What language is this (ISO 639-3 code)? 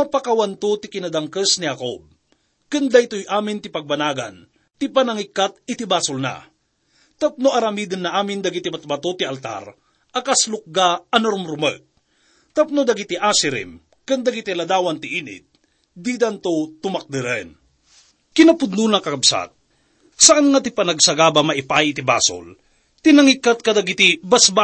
ilo